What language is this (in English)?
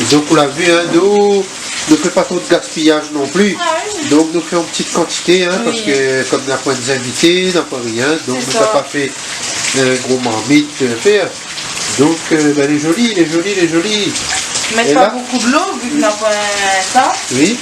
Réunion Creole French